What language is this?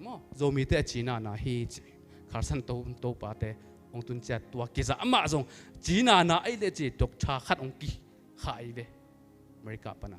Tedim Chin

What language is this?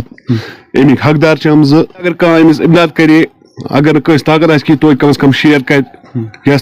Kashmiri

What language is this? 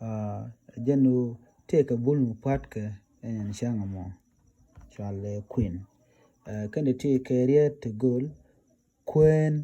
Nuer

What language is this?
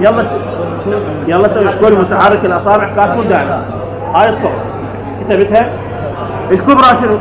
Mesopotamian Arabic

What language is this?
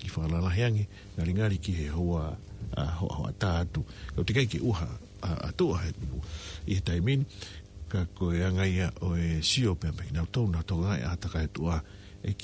Tongan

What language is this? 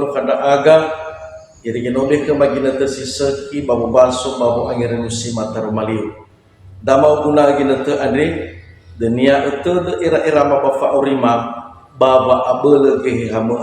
Nias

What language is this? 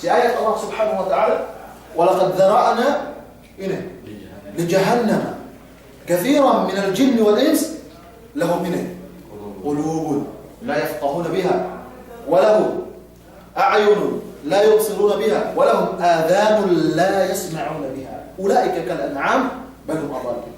Yakan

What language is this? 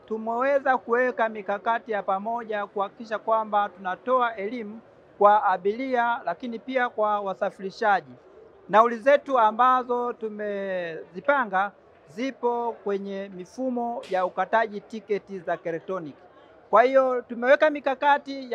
Swahili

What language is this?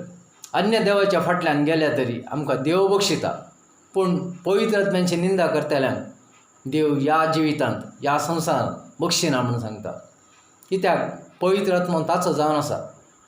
Konkani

